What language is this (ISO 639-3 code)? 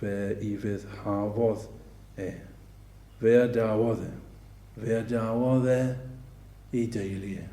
cym